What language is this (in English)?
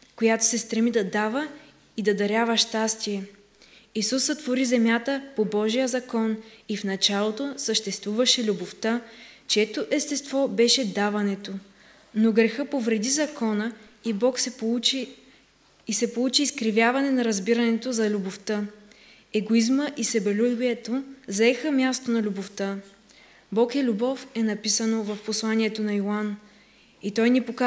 Bulgarian